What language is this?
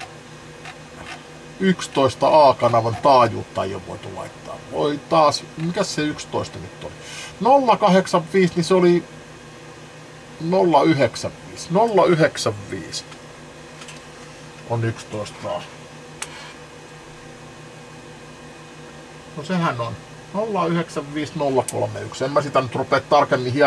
Finnish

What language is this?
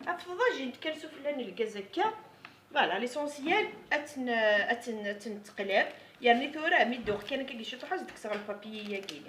Kabyle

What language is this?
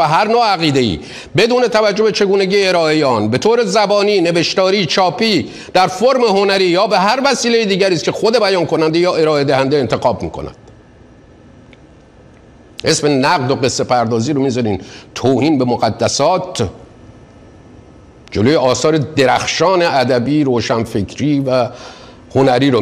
Persian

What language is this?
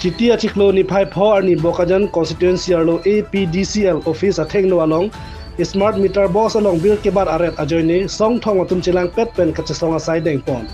Karbi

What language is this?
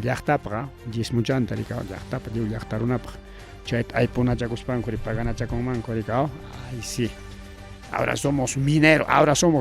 Ayacucho Quechua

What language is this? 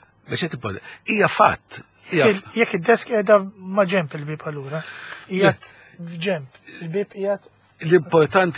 Maltese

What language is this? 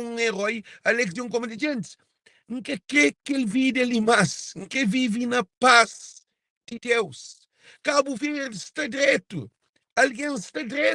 Kabuverdianu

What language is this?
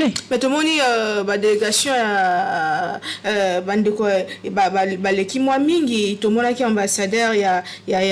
Lingala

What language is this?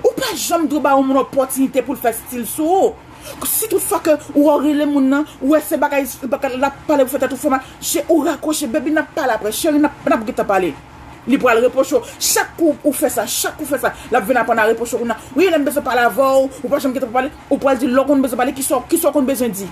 Haitian Creole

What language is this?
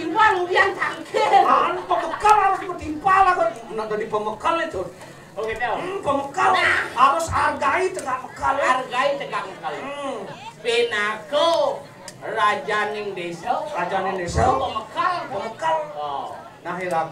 Balinese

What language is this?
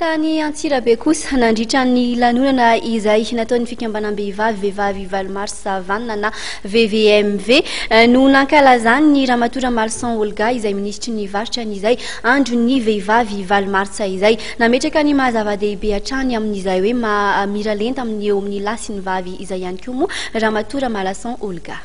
Malagasy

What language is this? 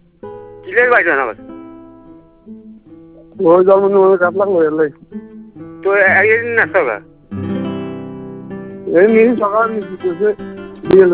Bangla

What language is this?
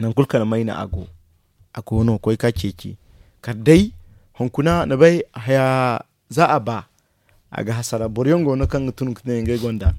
Zarma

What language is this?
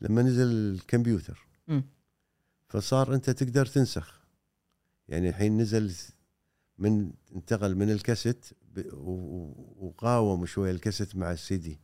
Gulf Arabic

